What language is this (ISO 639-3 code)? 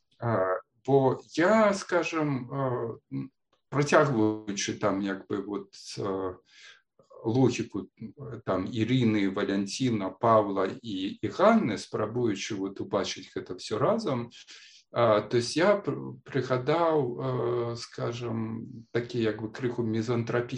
bel